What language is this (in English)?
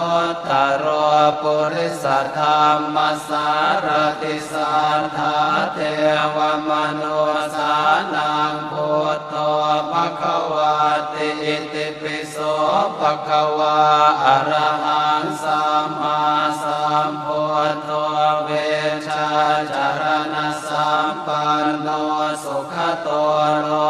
Pali